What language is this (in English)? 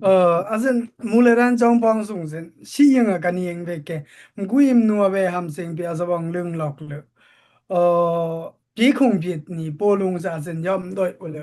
Dimasa